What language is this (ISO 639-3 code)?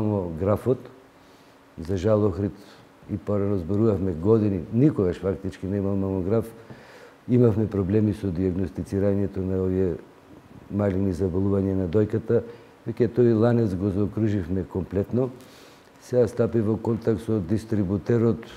mkd